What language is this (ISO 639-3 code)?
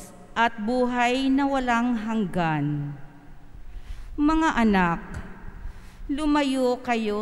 fil